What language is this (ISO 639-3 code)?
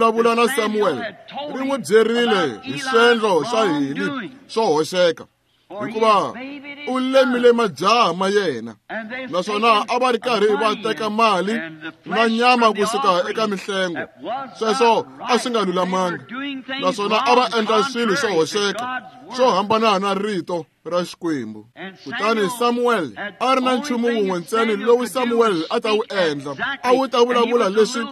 tso